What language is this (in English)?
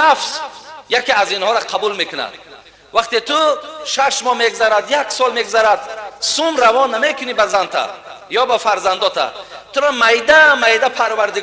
Tajik